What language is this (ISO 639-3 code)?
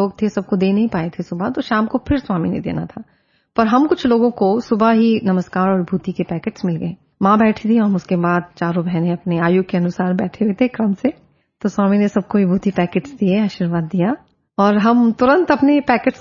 hin